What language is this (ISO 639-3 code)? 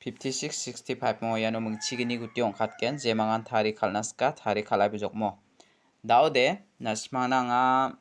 grt